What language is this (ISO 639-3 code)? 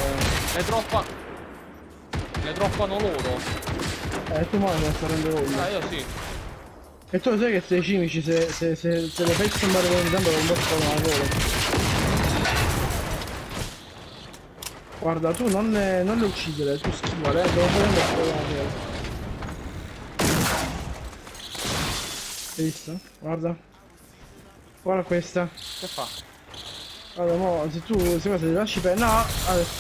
ita